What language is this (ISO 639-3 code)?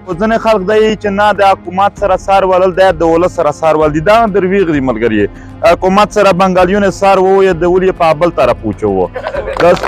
pus